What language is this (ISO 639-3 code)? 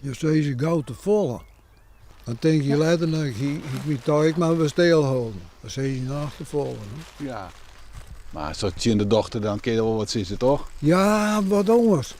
fry